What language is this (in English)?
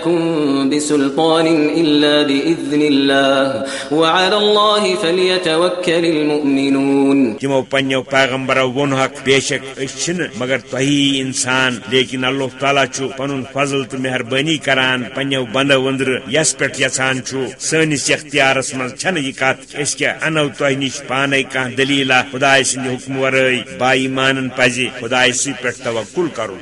Kashmiri